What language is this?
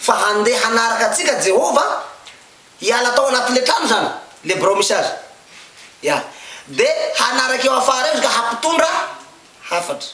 Malagasy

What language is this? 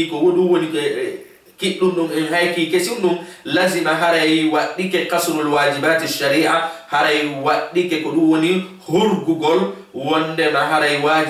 Fula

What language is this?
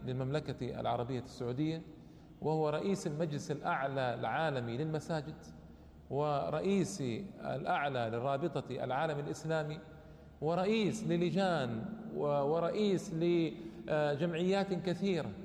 Arabic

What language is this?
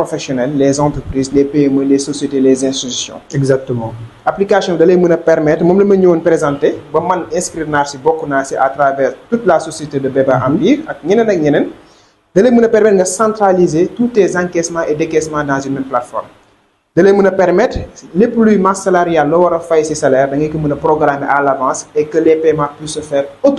Wolof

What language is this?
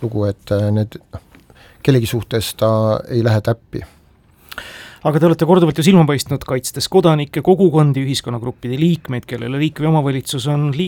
Estonian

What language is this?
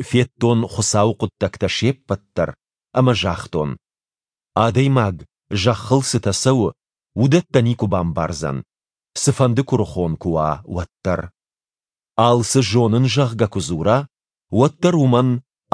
Ossetic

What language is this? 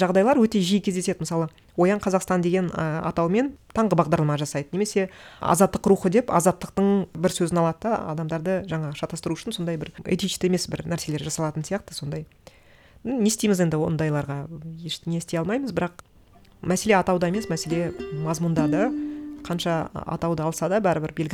Kazakh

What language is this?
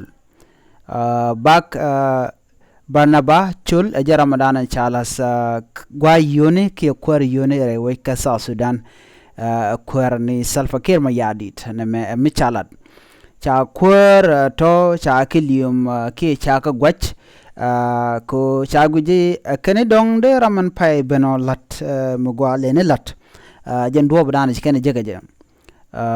Nuer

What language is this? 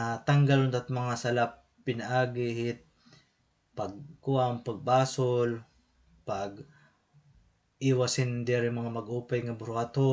Waray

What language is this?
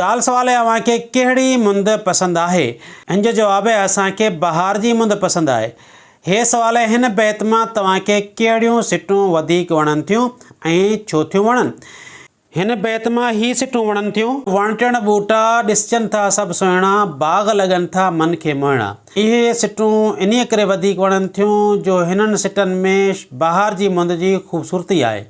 Sindhi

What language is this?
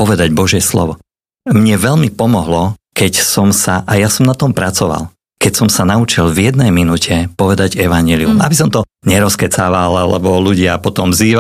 Slovak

